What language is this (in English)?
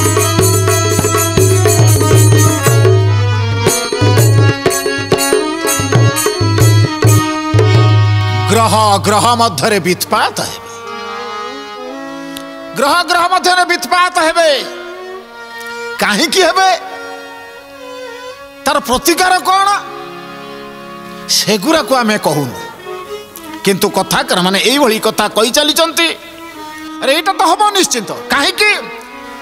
Odia